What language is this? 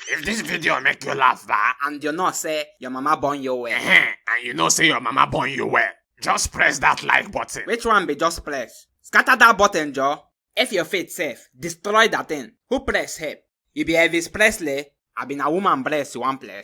Nigerian Pidgin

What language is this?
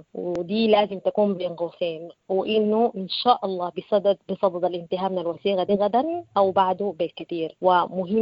Sudanese Arabic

